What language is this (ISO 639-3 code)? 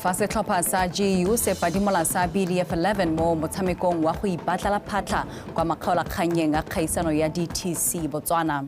tsn